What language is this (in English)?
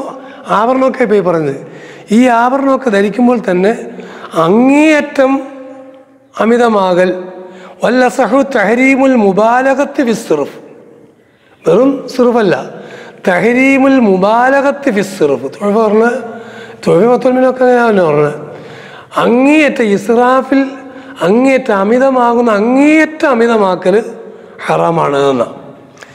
Malayalam